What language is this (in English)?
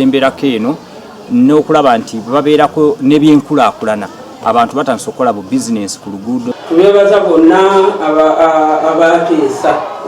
Ganda